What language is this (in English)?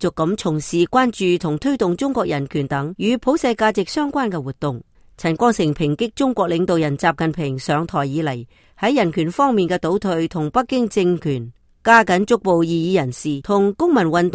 Cantonese